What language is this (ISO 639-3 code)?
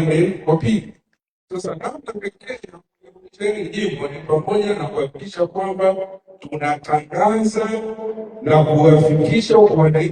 swa